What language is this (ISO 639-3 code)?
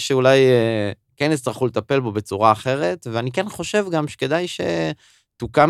heb